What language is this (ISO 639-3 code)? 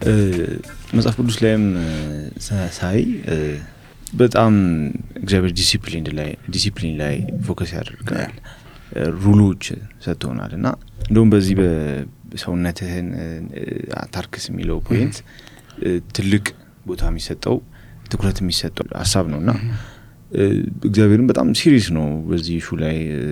amh